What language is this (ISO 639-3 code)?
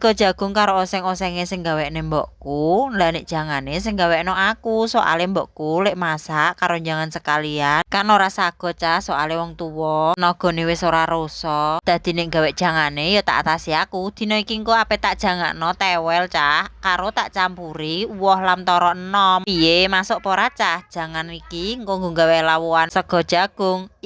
jav